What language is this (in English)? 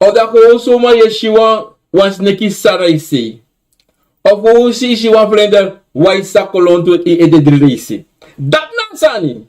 Sranan Tongo